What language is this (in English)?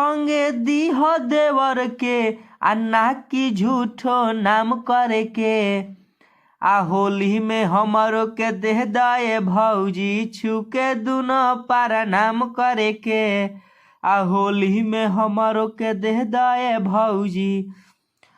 Bhojpuri